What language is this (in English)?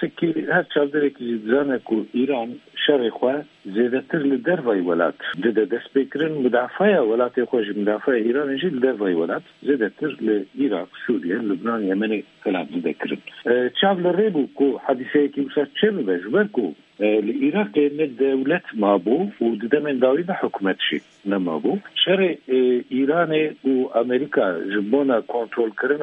Kurdish